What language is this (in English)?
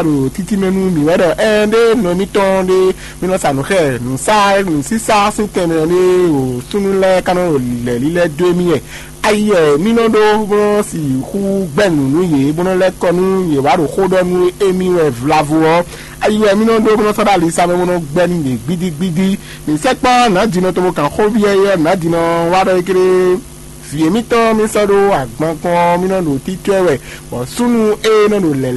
Fon